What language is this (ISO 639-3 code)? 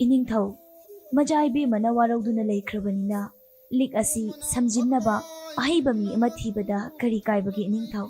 mni